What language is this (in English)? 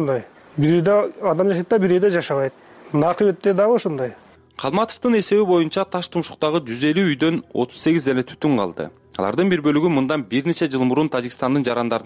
Kyrgyz